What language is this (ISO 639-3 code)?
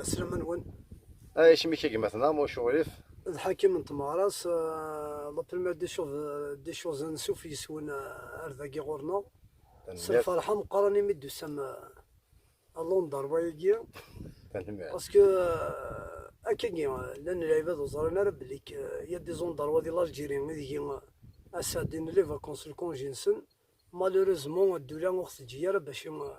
kab